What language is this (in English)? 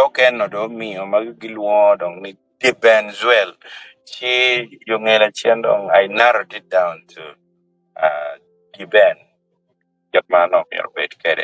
Acoli